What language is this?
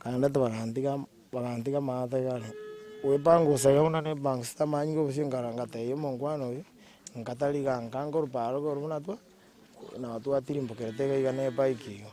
Gusii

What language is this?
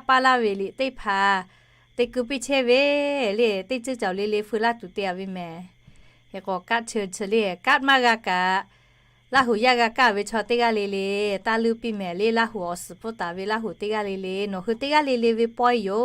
Lahu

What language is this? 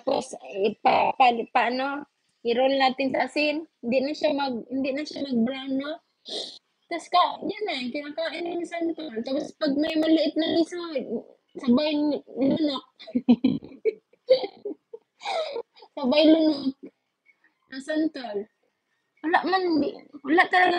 Filipino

